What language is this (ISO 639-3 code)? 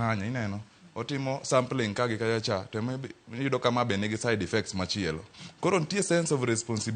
luo